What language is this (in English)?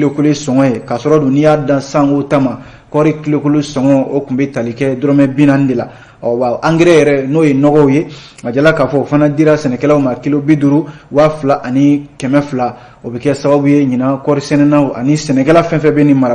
Bambara